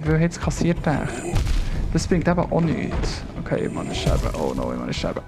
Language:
Swiss German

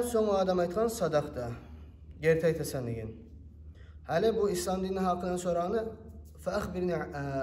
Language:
Kumyk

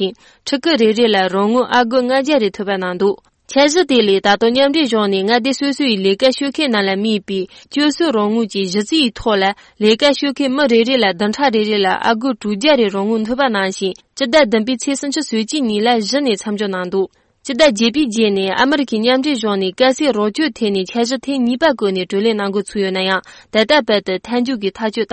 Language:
Tibetan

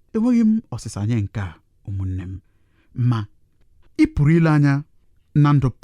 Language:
Igbo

